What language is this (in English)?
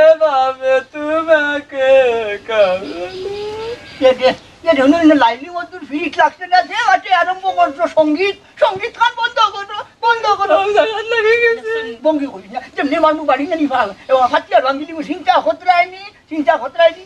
Sylheti